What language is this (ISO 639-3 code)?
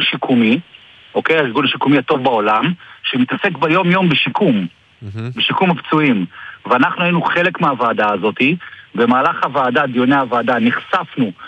heb